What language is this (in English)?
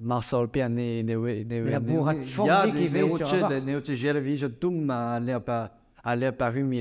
Breton